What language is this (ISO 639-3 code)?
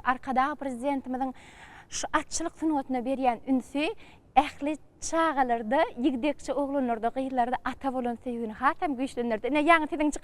tuk